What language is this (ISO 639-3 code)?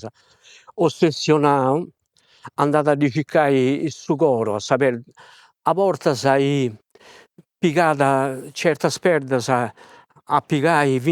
srd